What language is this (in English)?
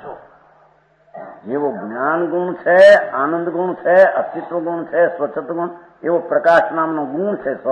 Gujarati